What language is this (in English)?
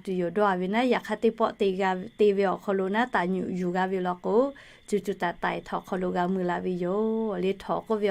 Lahu